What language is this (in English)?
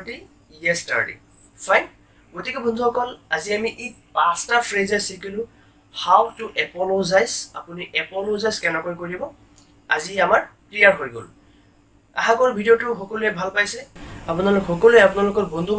Assamese